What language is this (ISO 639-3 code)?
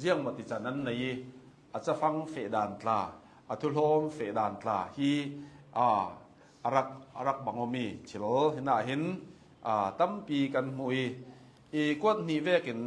cnh